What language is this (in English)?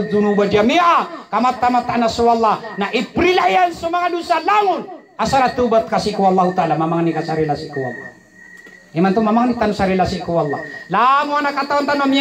Maranao